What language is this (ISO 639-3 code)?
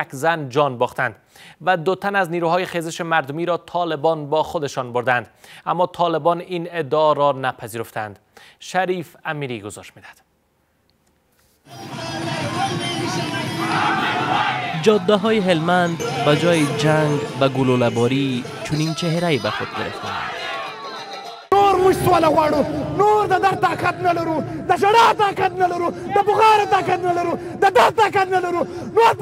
fas